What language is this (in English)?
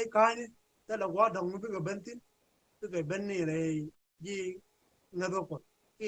Nuer